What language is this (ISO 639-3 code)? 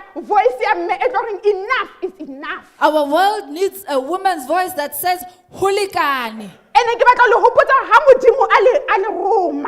sot